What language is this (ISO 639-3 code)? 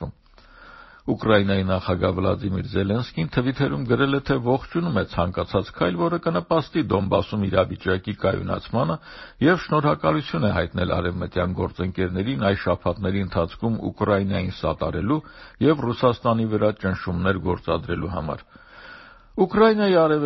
hye